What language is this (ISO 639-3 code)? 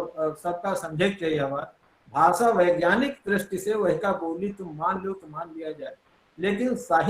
awa